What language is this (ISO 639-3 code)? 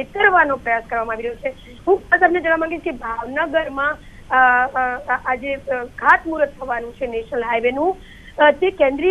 guj